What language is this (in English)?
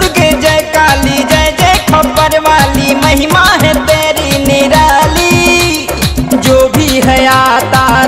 Bhojpuri